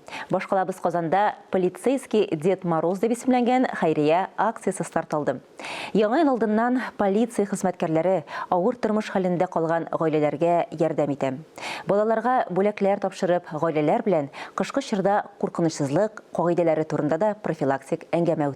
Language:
Tatar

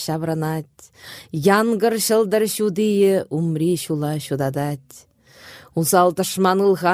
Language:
Chuvash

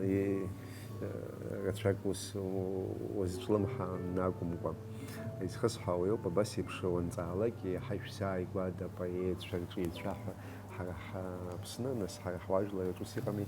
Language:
Abkhazian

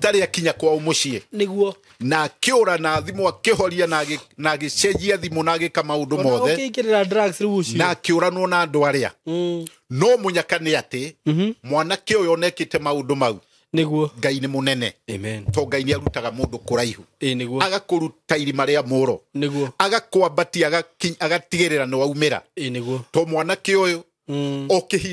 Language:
Kikuyu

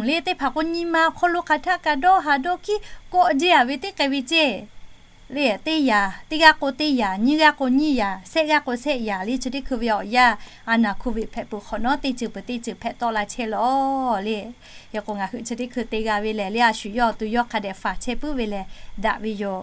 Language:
Lahu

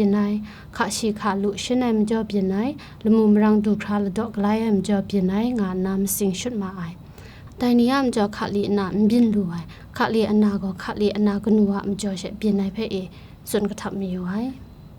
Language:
Kachin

